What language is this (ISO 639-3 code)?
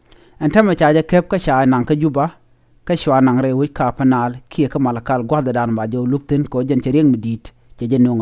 nus